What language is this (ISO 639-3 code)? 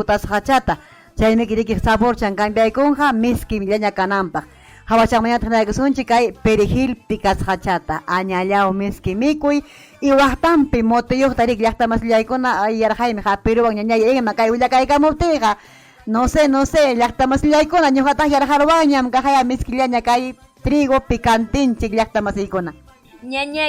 quy